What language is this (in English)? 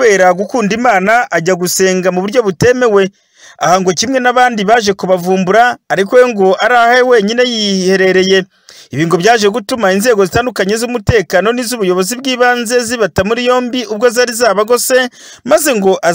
Kinyarwanda